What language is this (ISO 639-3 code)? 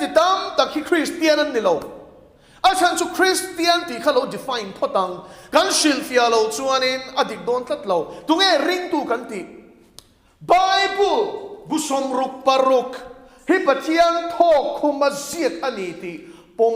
lus